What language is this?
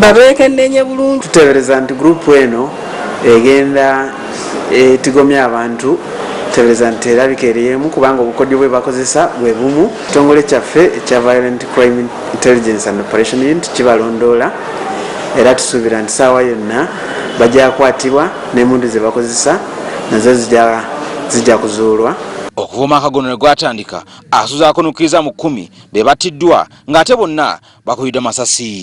Ganda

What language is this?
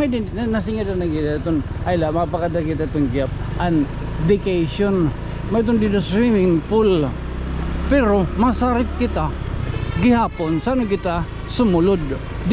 Waray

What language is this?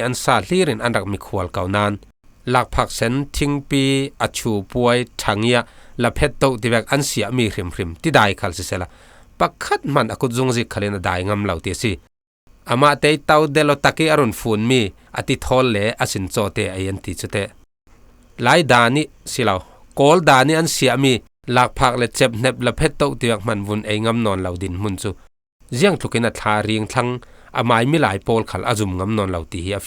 Falam Chin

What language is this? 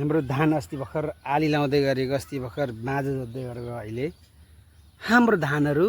Nepali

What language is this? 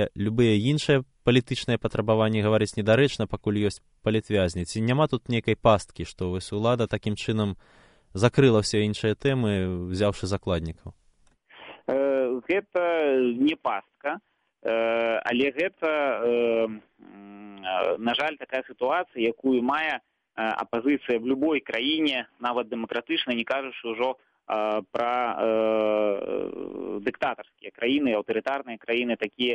Belarusian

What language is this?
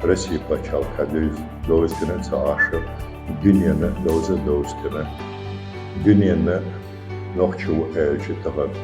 Chechen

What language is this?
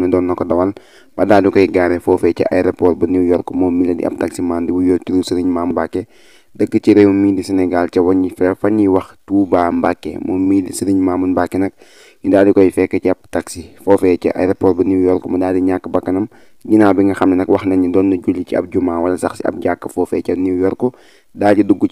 Wolof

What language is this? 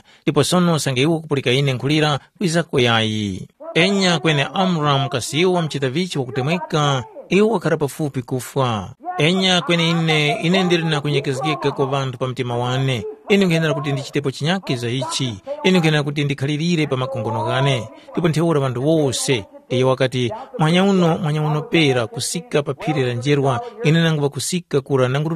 Tumbuka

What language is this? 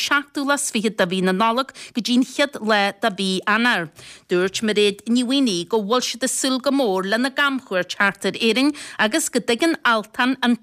Irish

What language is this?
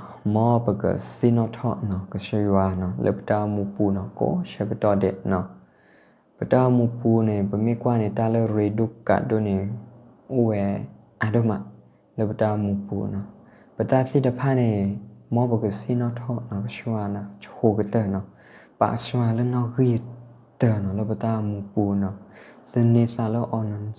S'gaw Karen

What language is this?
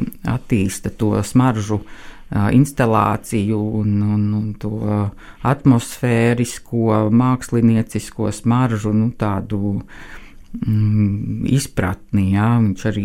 Latvian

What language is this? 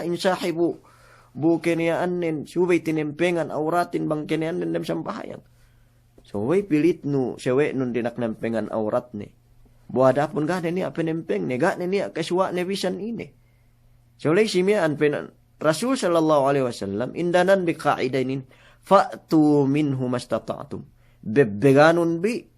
Yakan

